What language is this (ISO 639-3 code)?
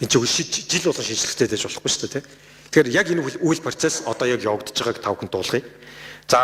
mon